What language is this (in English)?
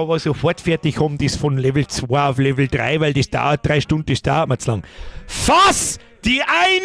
Bavarian